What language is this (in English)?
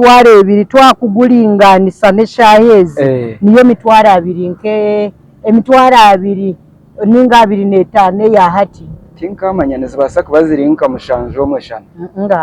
Nyankole